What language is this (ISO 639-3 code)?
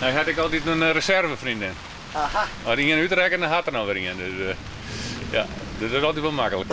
fry